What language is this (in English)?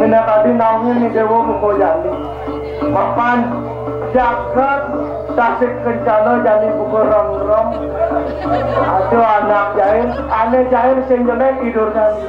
Balinese